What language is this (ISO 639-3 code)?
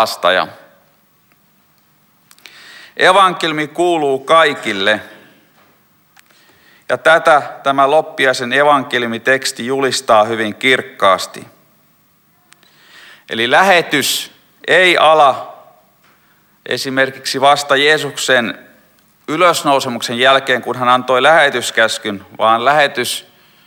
fin